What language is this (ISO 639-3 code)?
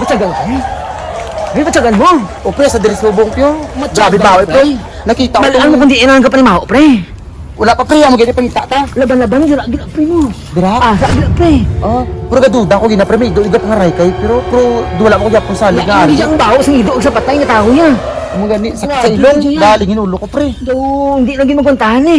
hil